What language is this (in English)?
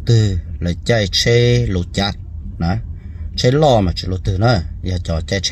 Hmong